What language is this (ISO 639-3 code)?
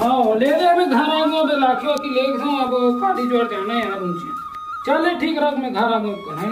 hne